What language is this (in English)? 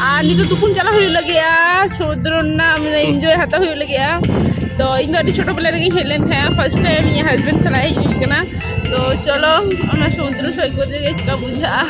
Santali